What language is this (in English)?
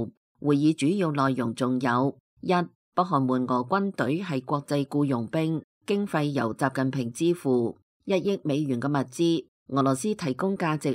Cantonese